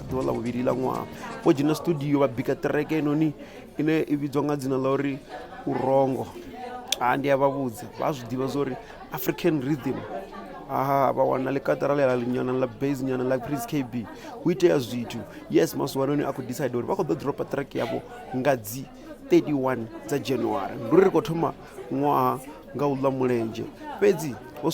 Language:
Venda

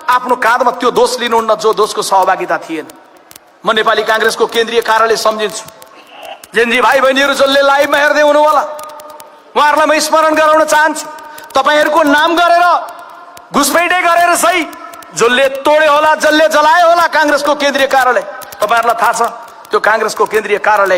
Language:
Nepali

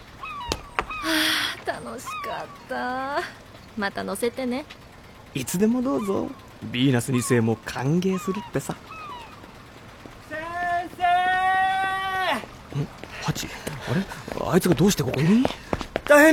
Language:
Japanese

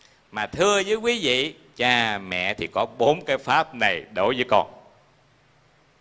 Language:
Vietnamese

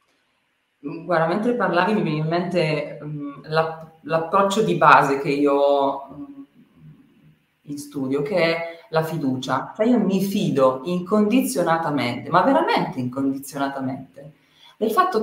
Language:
Italian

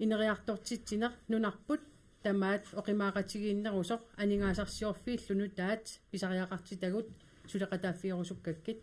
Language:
Kalaallisut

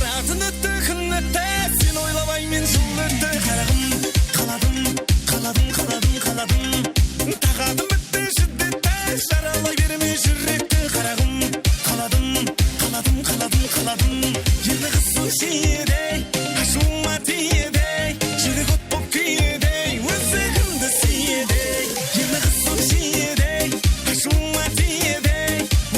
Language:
Kara-Kalpak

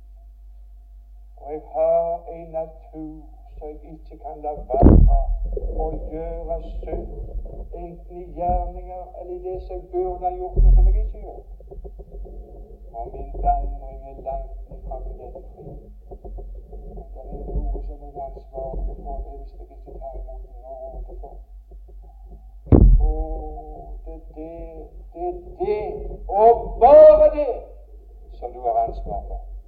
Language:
Norwegian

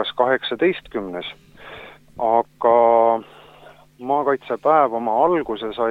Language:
Estonian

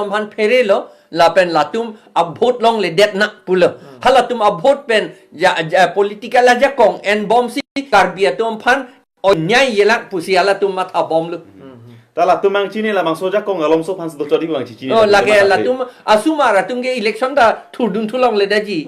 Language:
Karbi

